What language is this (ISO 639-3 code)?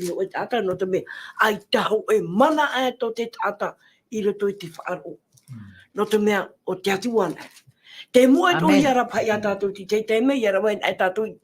tah